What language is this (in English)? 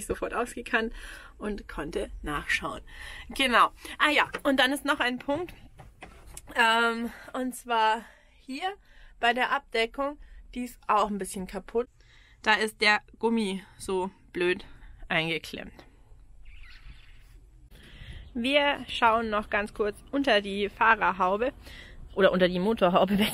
German